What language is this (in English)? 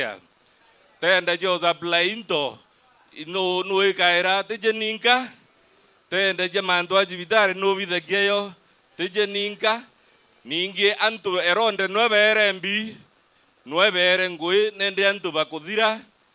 Meru